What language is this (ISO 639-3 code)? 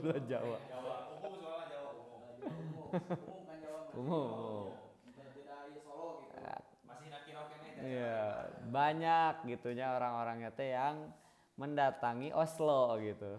sun